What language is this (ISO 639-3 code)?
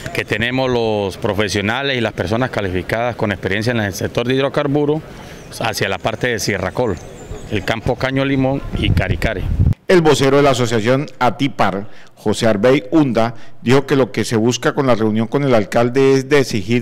spa